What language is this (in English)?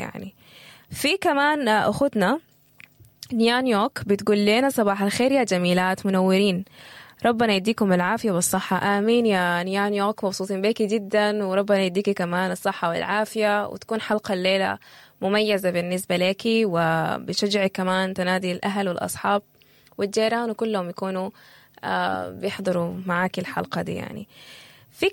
Sudanese Arabic